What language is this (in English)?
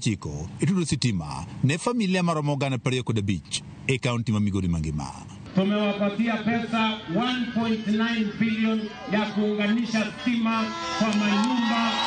Luo (Kenya and Tanzania)